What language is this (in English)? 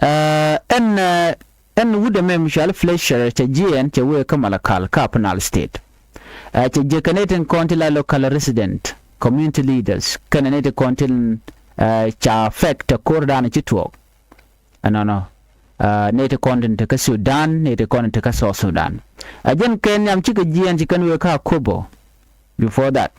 Nuer